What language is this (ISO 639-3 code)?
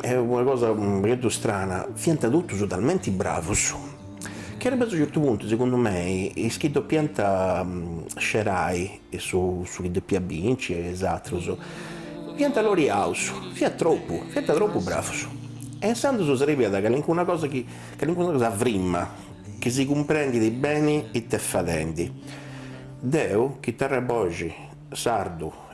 srd